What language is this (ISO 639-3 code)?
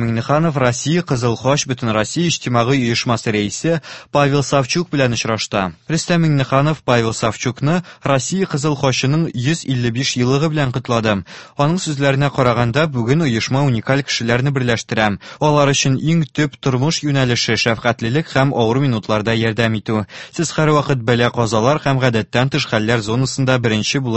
tat